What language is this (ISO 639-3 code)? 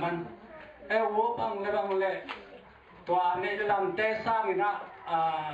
ctd